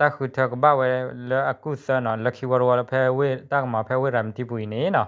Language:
S'gaw Karen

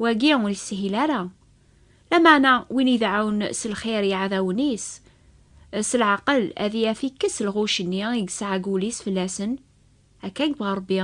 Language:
Kabyle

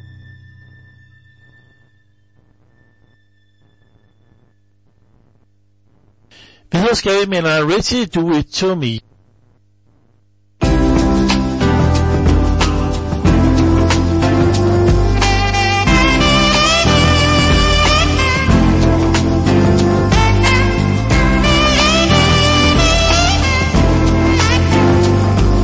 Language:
Danish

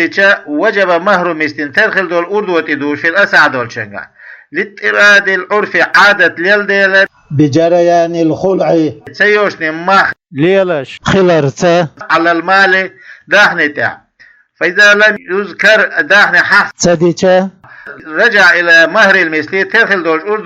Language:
Chechen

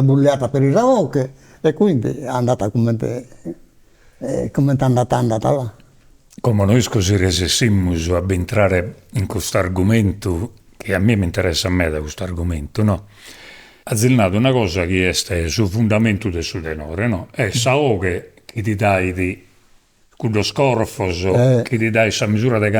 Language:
Sardinian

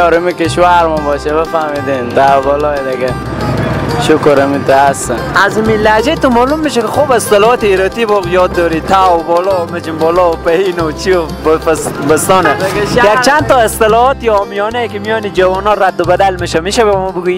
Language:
Persian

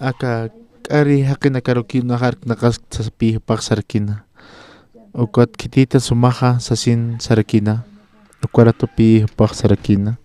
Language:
Aymara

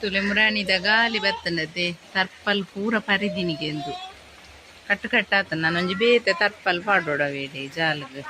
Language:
Tulu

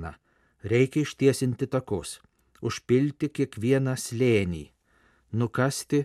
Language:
Lithuanian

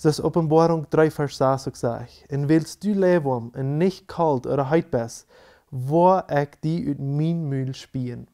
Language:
Plautdietsch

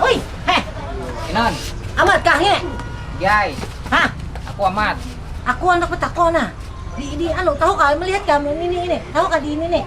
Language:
Banjar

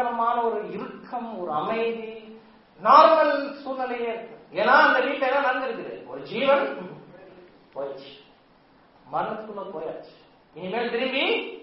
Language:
Tamil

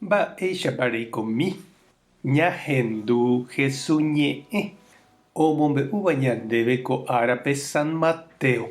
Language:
Guarani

